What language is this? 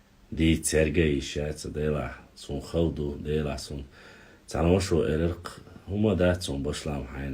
Chechen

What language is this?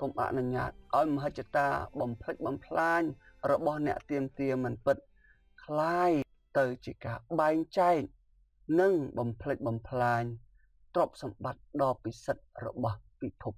Khmer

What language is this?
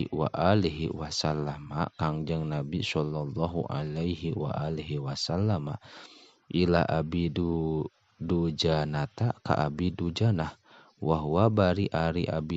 Sundanese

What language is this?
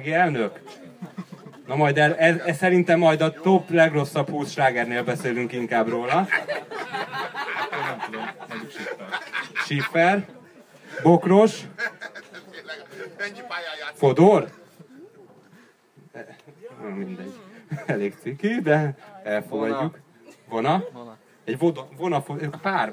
Hungarian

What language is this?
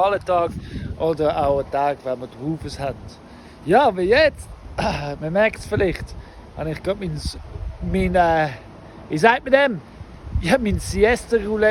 Swiss German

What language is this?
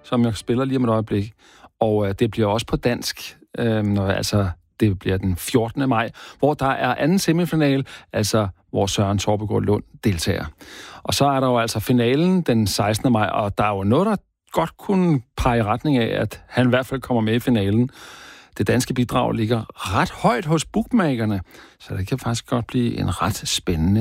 Danish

